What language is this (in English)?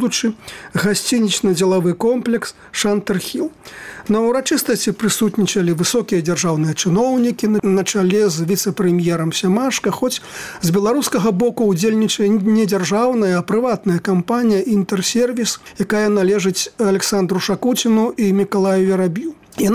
Belarusian